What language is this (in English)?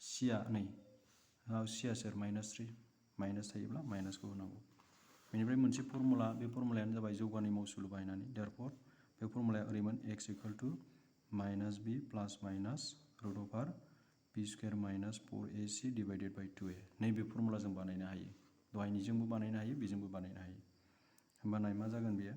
Bodo